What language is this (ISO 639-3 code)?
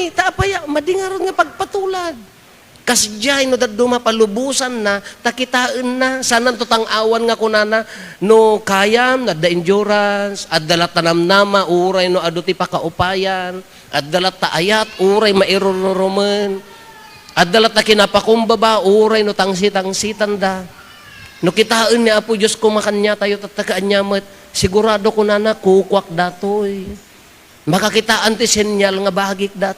ilo